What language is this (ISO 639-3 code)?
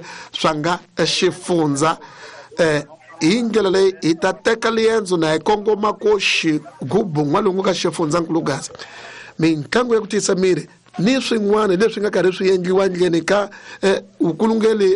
tso